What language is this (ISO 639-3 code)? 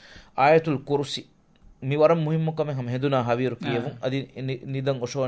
div